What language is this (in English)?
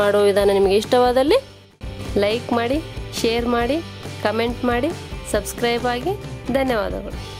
Kannada